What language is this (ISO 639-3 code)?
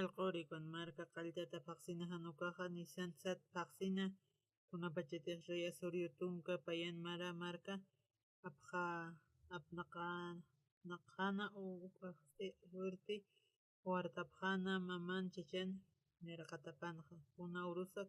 aym